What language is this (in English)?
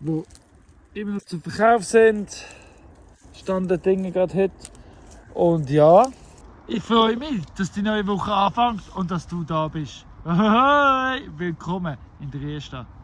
Swiss German